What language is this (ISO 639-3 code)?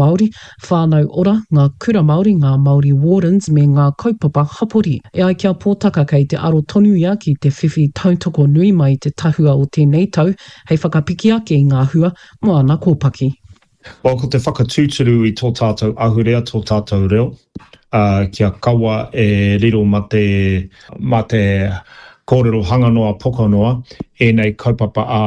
mri